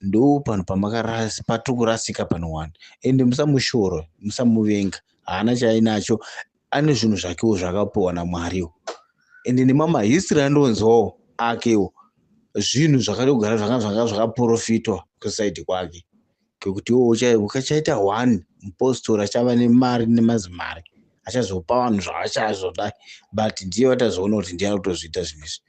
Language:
Shona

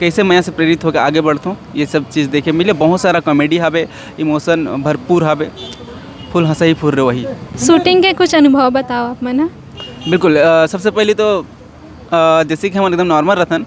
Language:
Chhattisgarhi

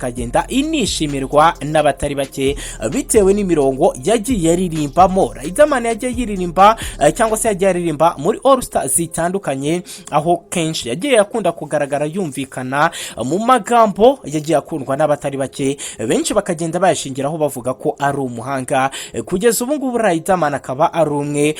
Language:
Kinyarwanda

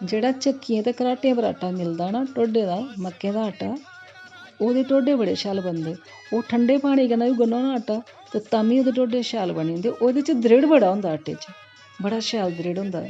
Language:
Dogri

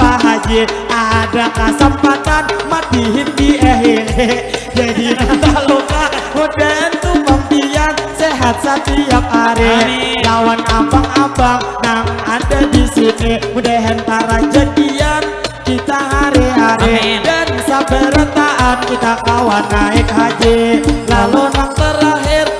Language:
Banjar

